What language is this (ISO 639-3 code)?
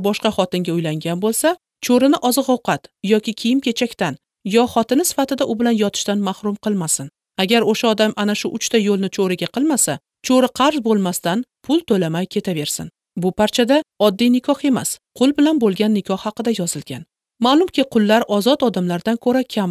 uzb